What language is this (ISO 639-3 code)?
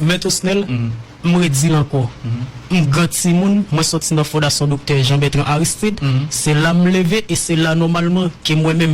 hat